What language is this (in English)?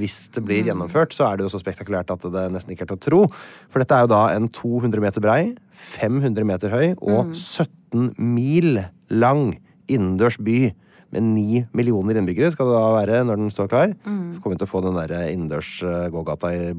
Norwegian